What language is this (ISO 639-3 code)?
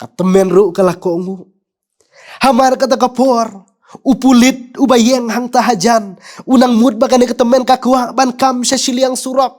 kha